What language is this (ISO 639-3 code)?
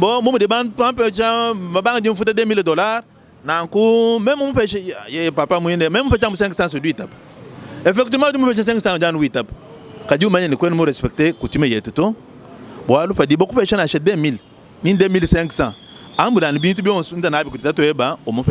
lua